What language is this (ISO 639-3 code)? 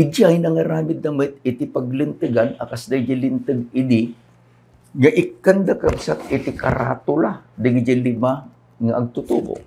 ilo